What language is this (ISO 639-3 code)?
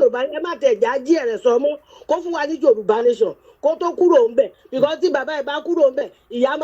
yor